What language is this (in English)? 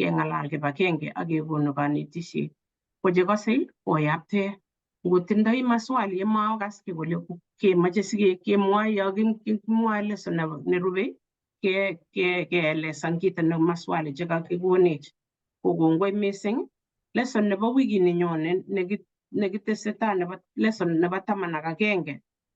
Kalenjin